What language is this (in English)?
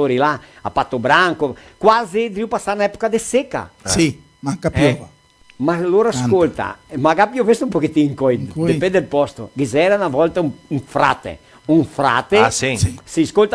Venetian